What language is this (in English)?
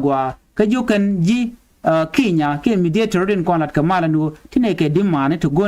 Nuer